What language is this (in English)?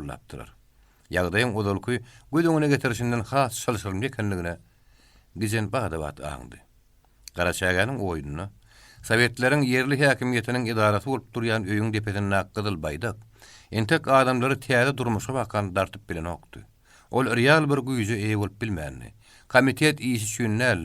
Turkmen